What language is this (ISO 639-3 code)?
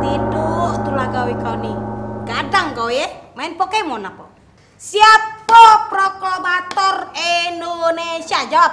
mui